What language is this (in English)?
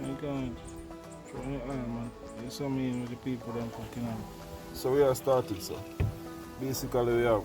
Jamaican Creole English